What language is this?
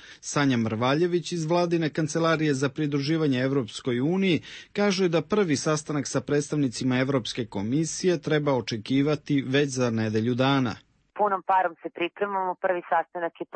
Serbian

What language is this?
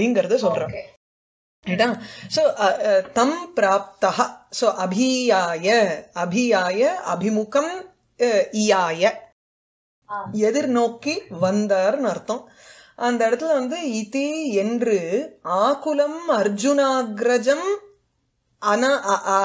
Tamil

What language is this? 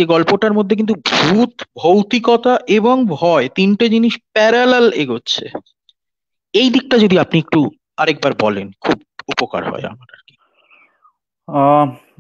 Bangla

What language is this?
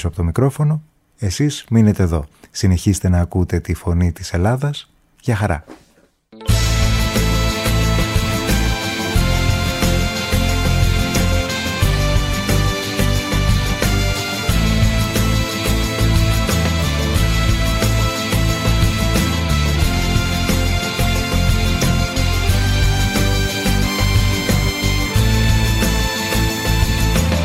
Greek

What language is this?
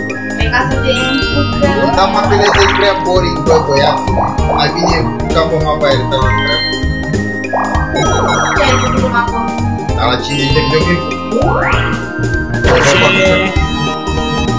Romanian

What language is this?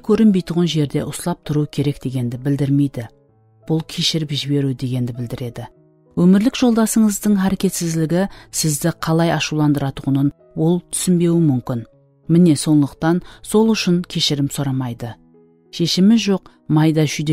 Kara-Kalpak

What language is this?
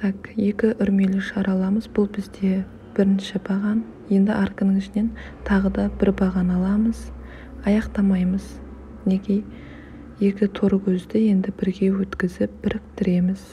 Kazakh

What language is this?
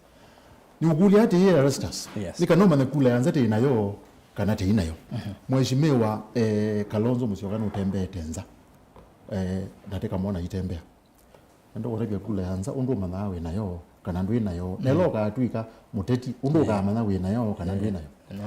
Kamba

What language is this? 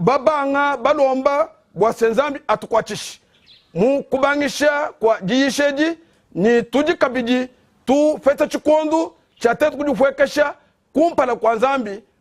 Luba-Lulua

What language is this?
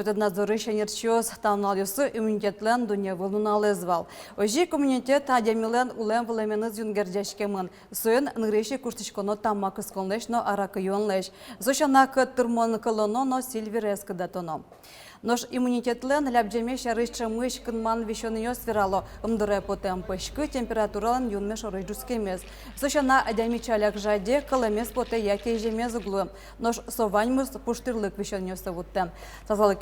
Udmurt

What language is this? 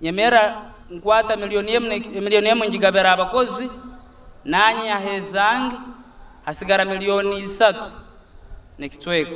Nyankole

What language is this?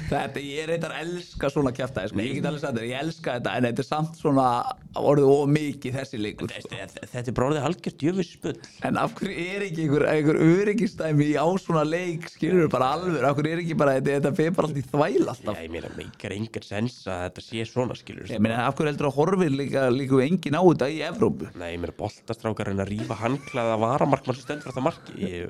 Icelandic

